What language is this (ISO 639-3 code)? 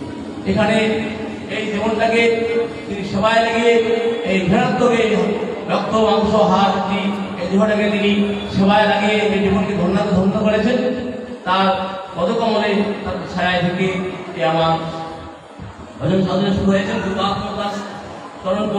ben